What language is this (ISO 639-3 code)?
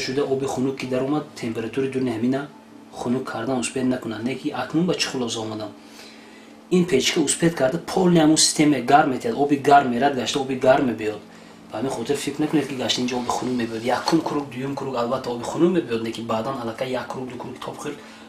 tgk